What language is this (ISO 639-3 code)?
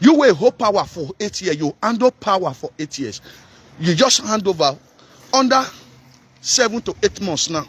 pcm